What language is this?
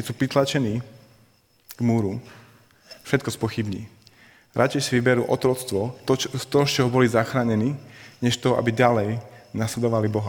Slovak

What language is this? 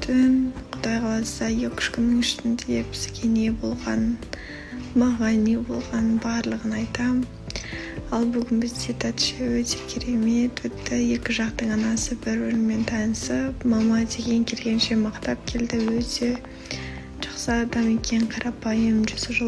Kazakh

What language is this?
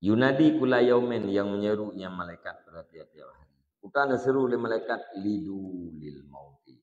Achinese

